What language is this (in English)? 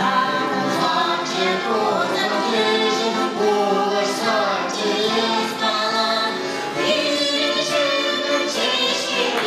Chuvash